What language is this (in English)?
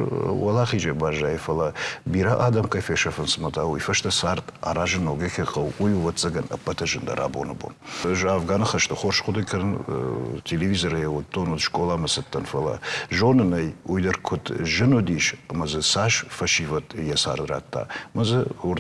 Ossetic